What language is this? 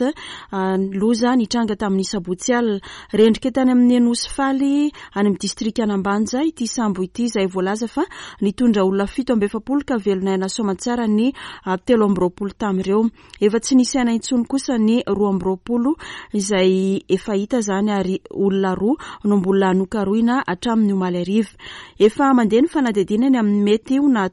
Malagasy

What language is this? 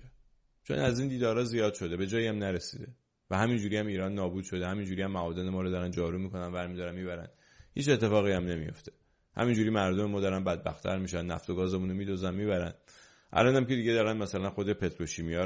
Persian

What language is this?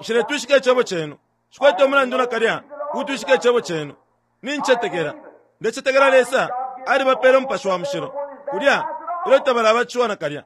Bemba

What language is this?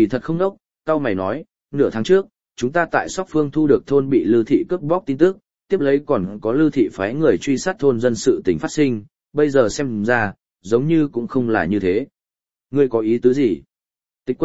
Vietnamese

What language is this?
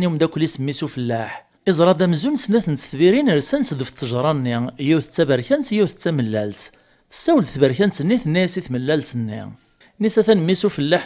Kabyle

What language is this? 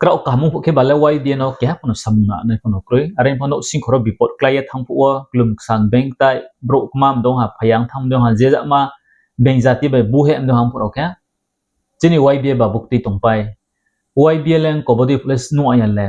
Riang (India)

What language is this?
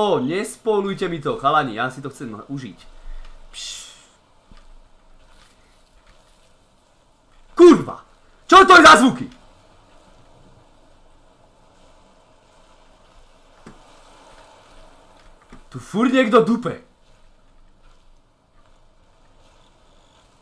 Slovak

